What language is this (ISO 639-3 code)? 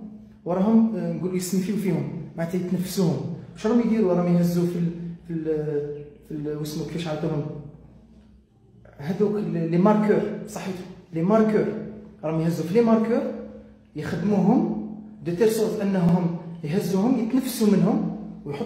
arq